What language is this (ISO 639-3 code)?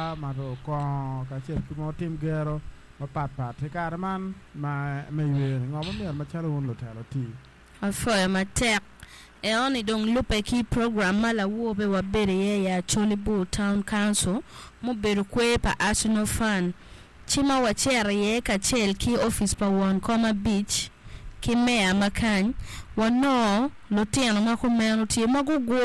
ach